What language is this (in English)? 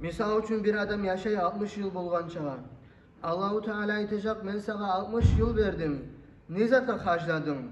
Kumyk